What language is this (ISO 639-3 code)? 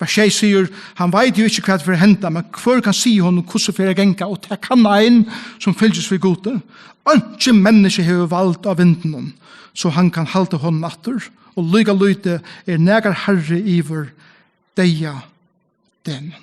fao